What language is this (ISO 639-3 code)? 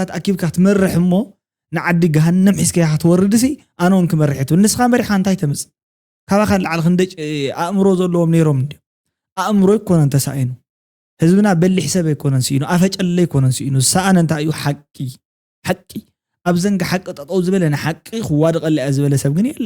tir